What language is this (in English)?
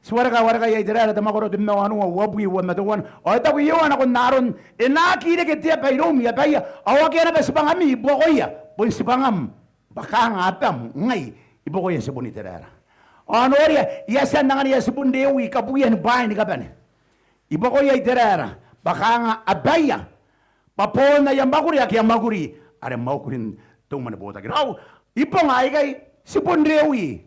Gilbertese